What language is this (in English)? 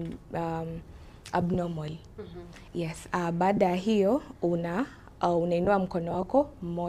Gusii